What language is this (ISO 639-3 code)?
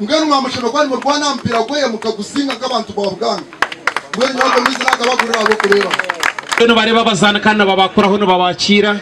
nyn